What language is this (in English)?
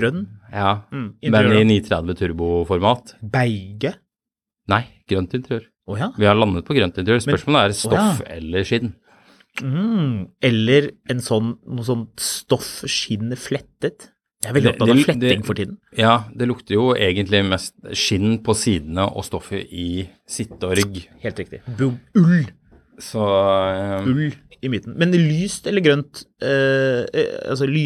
Norwegian